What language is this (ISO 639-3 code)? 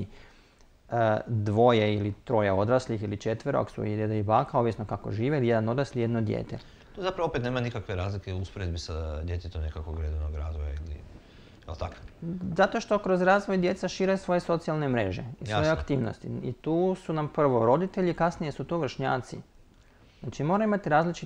hrv